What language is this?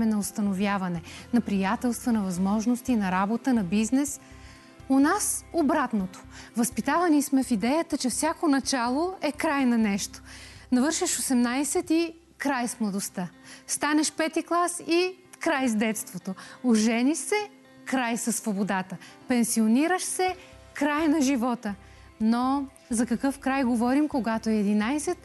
Bulgarian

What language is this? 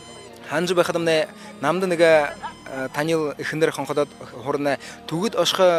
Buriat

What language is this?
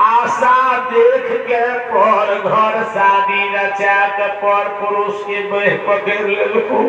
Maithili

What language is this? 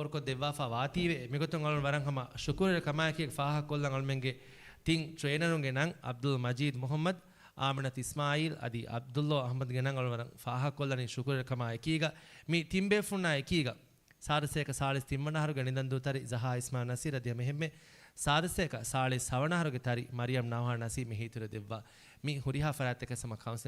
Divehi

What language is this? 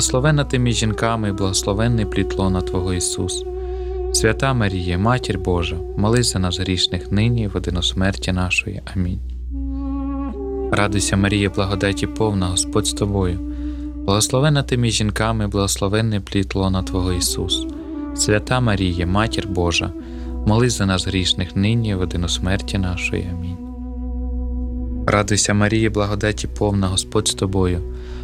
Ukrainian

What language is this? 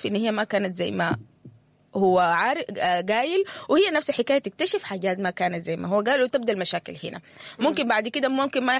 Sudanese Arabic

